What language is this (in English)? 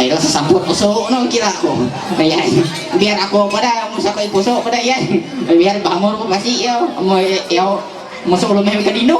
Ma'anyan